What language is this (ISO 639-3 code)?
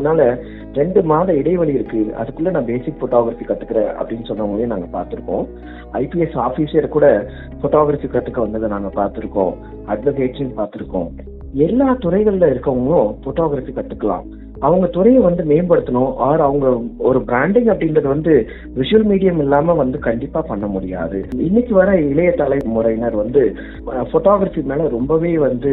tam